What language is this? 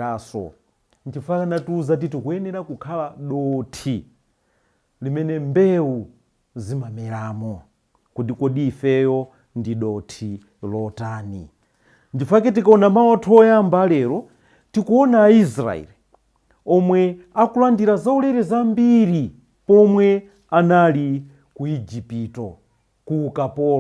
Nyanja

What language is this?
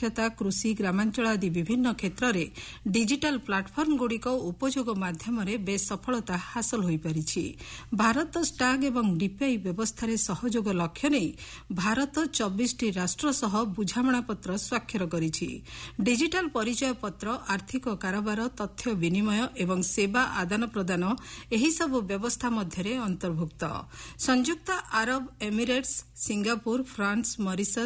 Odia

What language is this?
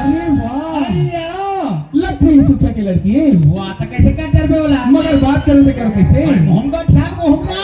Chhattisgarhi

